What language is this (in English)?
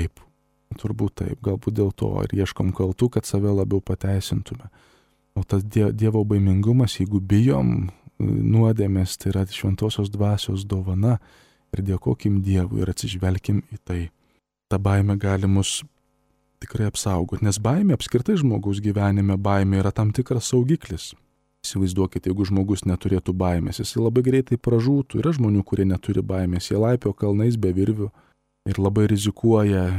Lithuanian